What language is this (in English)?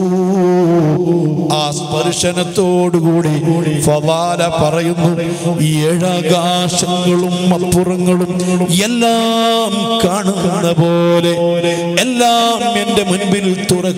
Malayalam